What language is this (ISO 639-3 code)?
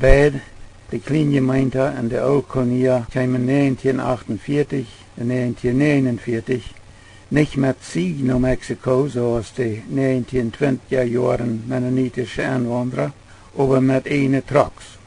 pdt